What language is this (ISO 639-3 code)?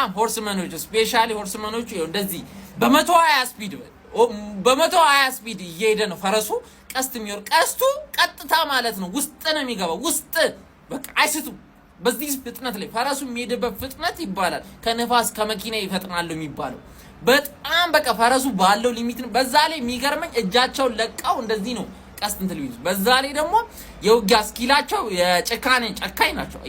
amh